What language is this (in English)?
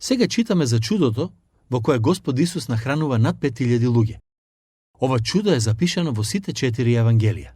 Macedonian